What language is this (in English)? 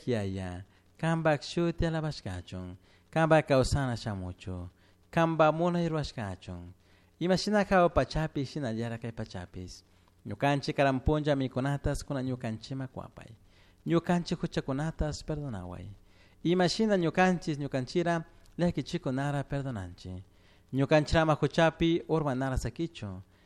Chimborazo Highland Quichua